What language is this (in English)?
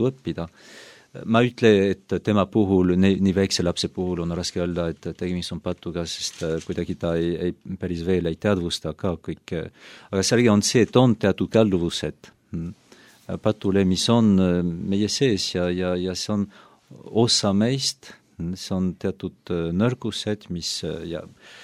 Estonian